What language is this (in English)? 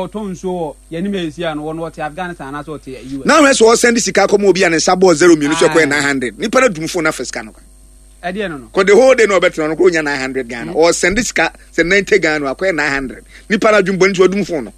Akan